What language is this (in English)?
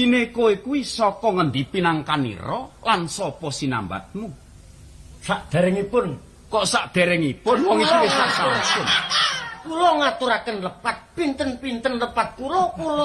Javanese